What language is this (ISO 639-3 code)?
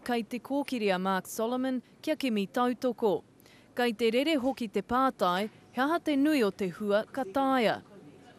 mri